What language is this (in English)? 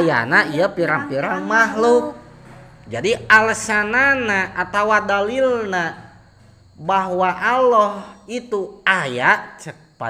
Sundanese